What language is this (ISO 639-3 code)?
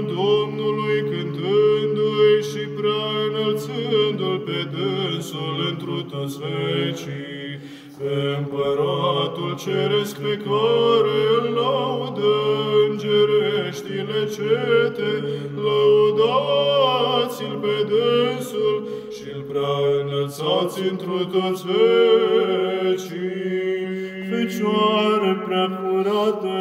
ron